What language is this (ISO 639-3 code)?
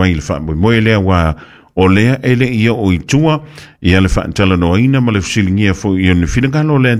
smo